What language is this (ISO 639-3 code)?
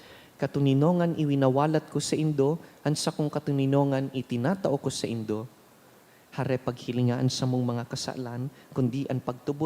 bik